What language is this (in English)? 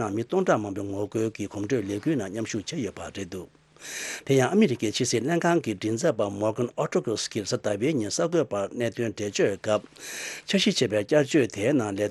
Tibetan